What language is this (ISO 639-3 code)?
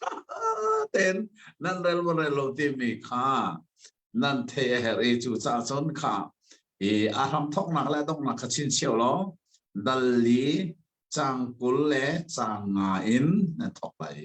cnh